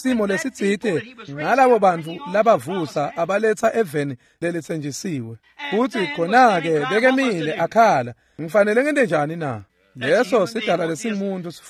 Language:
Swati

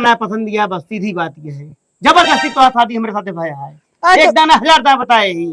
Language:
Awadhi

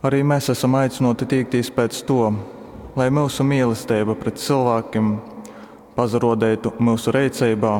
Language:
Latgalian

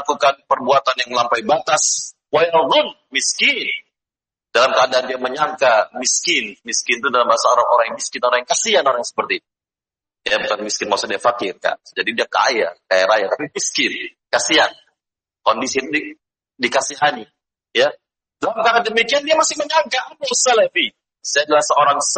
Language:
Indonesian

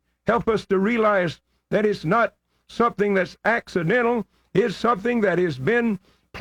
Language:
English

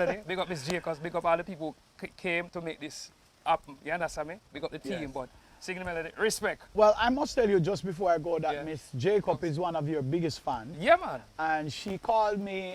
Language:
Jamaican Creole English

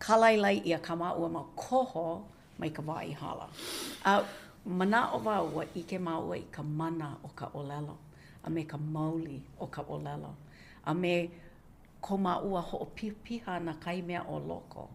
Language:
Hawaiian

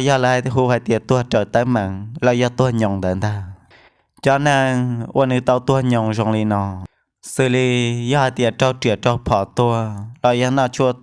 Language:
Hmong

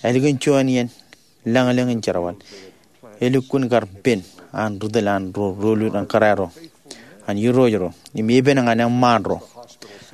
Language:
Marshallese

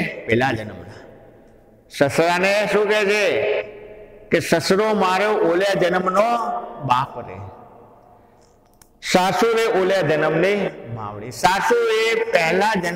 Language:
Gujarati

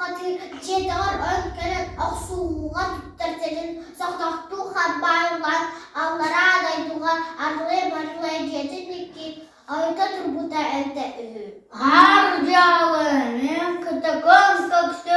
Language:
Yakut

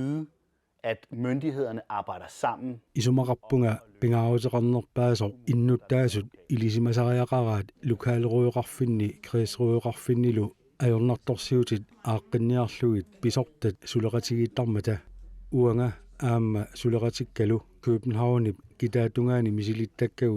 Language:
Kalaallisut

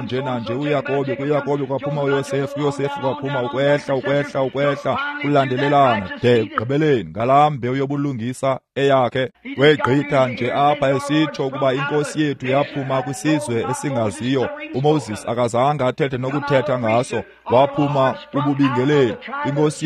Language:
Xhosa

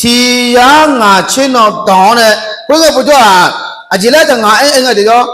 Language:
Akha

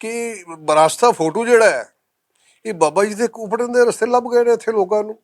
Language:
Western Panjabi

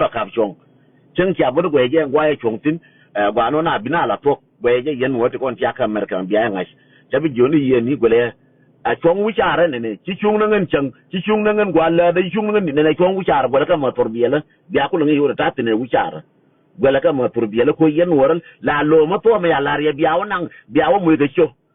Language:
Nuer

